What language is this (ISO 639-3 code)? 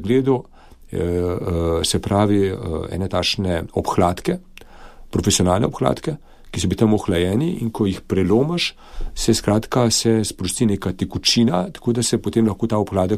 slv